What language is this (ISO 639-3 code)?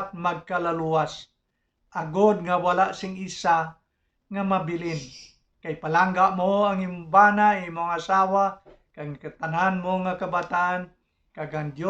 hil